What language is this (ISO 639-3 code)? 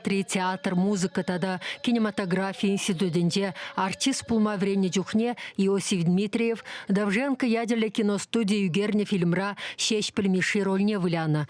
chv